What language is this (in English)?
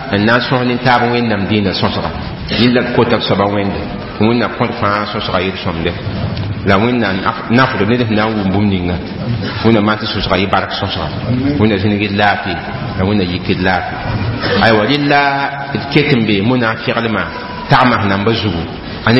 Mossi